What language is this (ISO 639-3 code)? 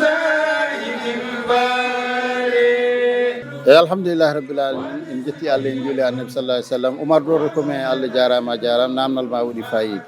ful